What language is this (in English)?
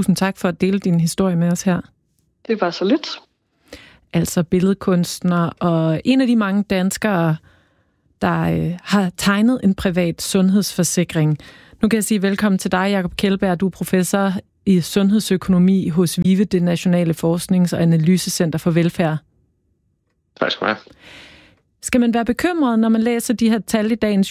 Danish